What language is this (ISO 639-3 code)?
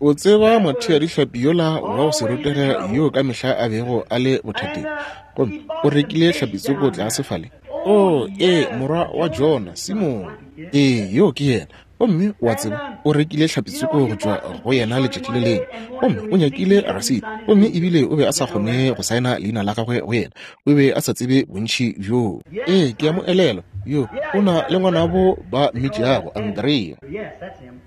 nso